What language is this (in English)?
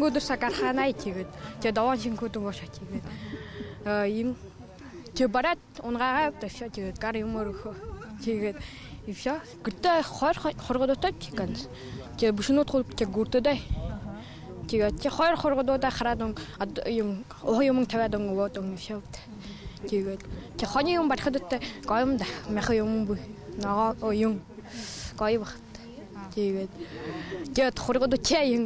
Buriat